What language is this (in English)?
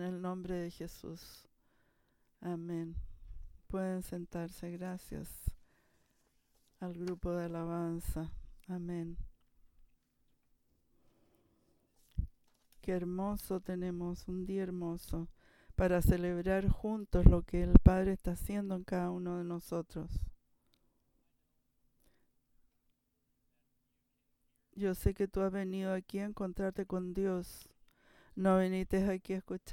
Spanish